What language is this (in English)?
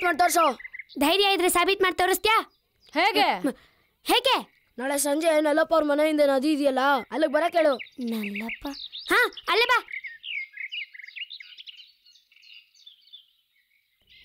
Kannada